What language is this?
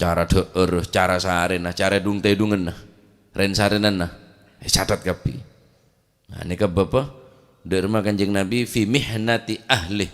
Madurese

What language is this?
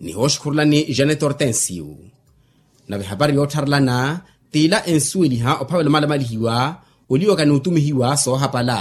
Makhuwa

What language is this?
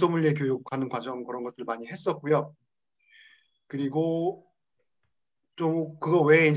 Korean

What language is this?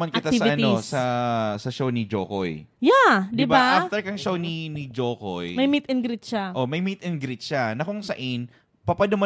Bikol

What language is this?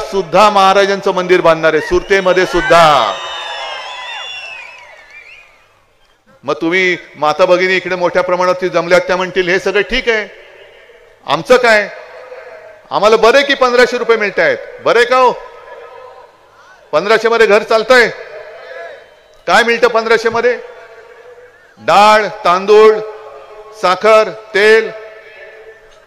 Marathi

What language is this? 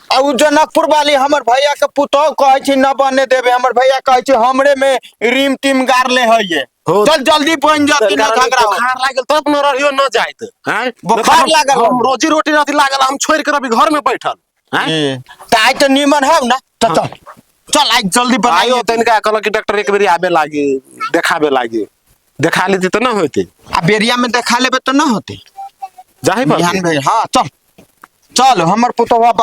Maithili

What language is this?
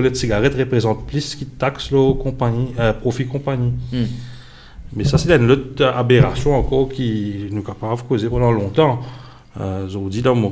Morisyen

